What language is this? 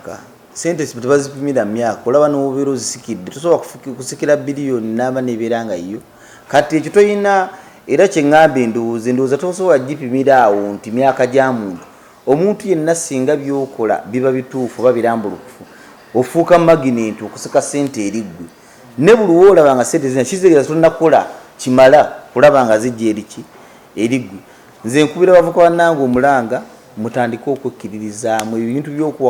Ganda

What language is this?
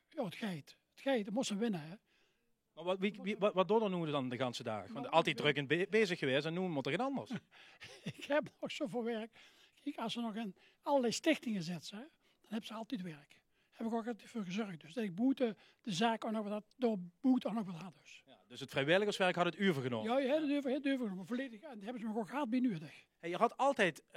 Limburgish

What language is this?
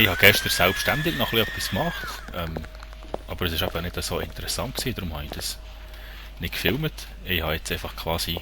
Swiss German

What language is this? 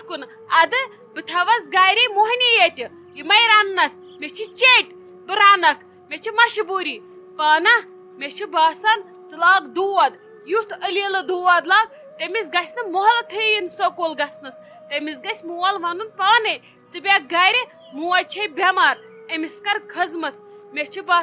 Kashmiri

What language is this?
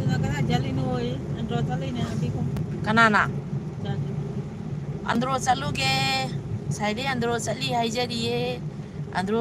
Manipuri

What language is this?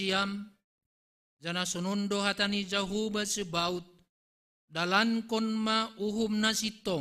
Batak Simalungun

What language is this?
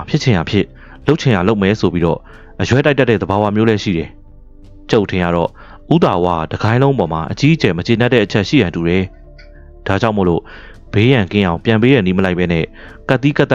Burmese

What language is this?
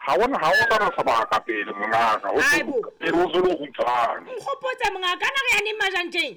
Southern Sotho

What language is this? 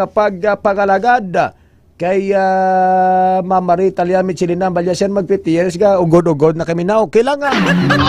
Hiligaynon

